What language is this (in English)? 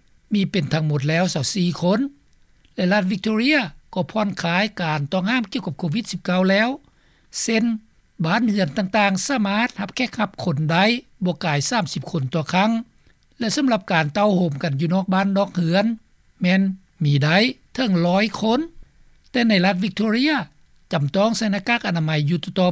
Lao